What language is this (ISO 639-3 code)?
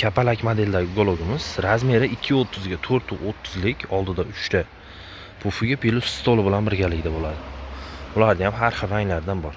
uzb